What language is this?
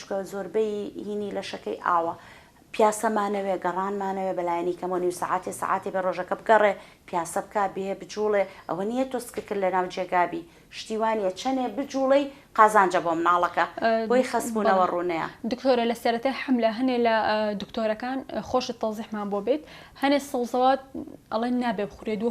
Central Kurdish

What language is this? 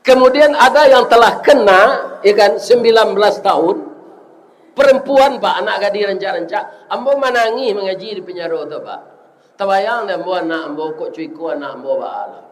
Minangkabau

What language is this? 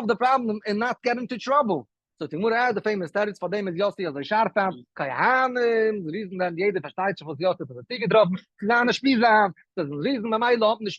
Yiddish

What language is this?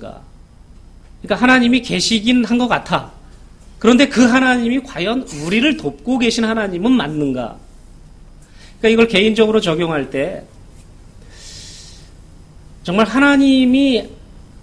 Korean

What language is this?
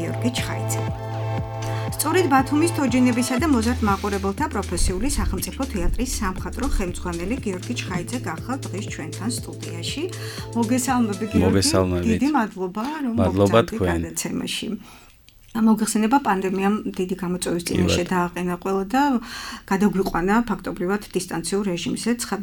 Georgian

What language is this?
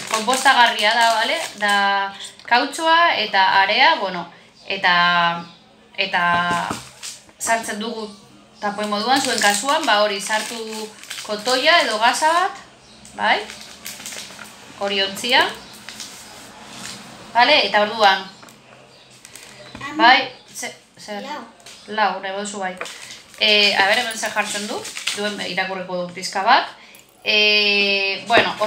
Basque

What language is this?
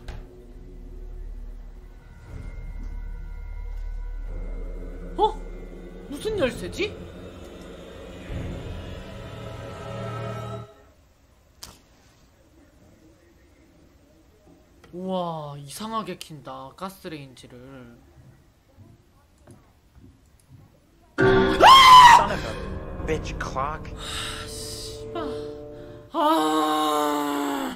Korean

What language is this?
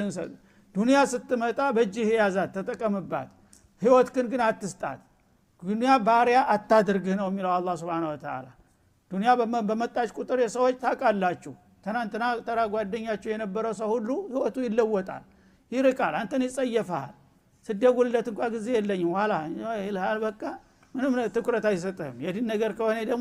Amharic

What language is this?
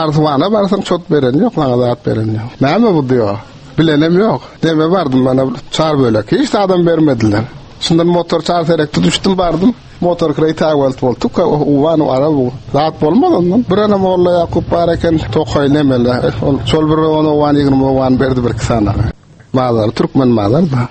Turkmen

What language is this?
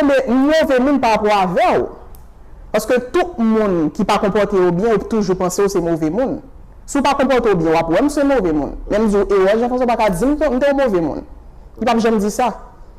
Haitian Creole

